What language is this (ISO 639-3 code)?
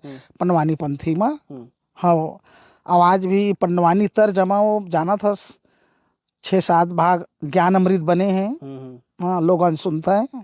hne